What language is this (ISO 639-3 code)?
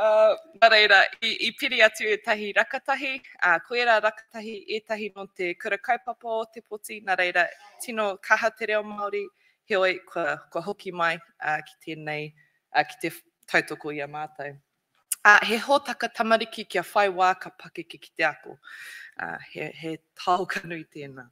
mri